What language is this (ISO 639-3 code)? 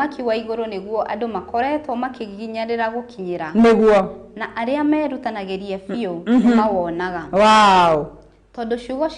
kik